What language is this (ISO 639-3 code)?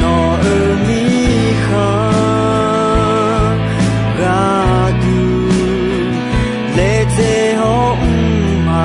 ahk